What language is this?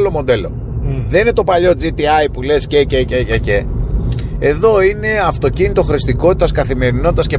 Greek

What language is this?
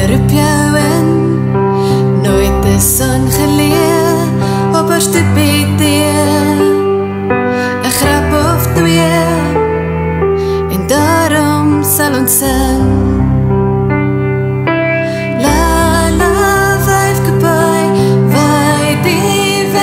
Afrikaans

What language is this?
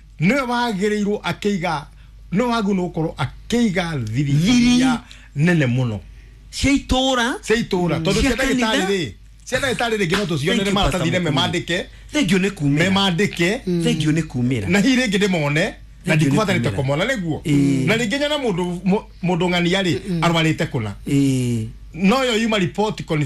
Kikuyu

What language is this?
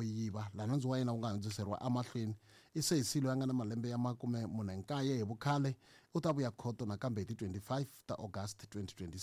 Tsonga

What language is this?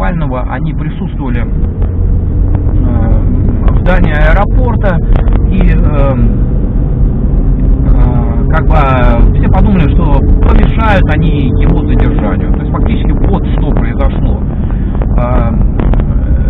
Russian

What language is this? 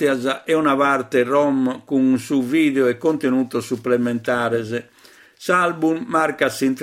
Sardinian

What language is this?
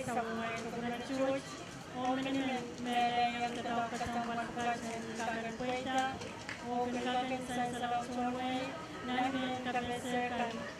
Pohnpeian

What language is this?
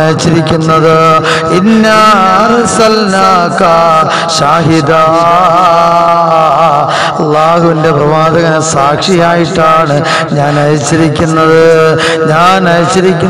Malayalam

